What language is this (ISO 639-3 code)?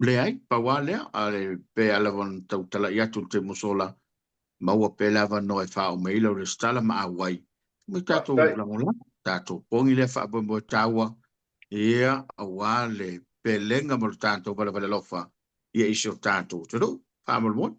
smo